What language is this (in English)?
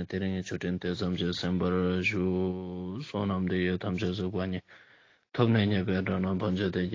Ladakhi